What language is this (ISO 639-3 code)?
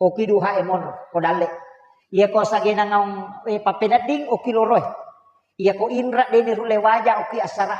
bug